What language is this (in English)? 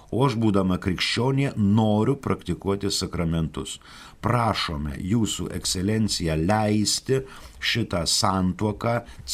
Lithuanian